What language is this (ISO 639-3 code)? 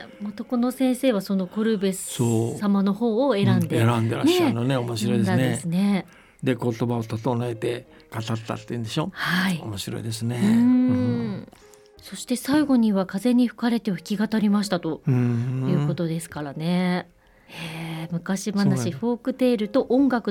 jpn